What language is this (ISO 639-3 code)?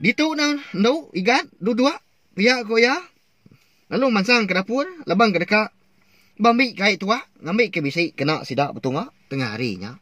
iba